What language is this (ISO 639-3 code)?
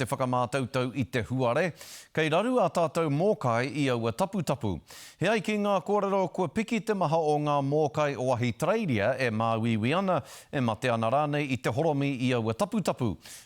mri